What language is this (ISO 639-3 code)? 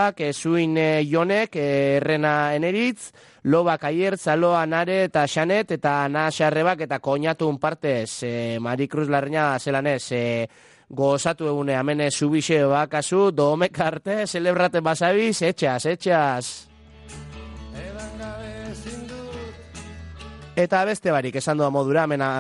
eus